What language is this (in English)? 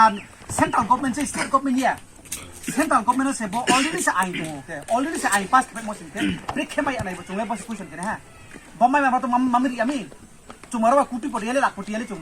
Riang (India)